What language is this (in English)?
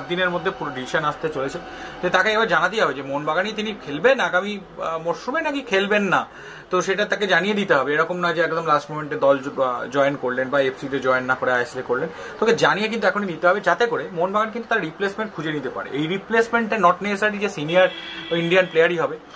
Bangla